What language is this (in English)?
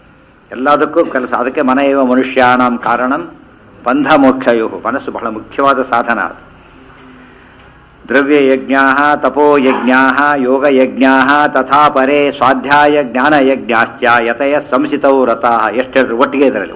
Kannada